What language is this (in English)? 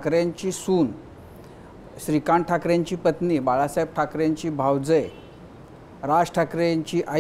Marathi